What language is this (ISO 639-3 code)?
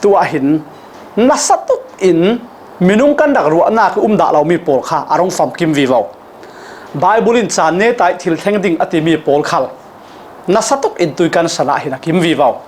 cfm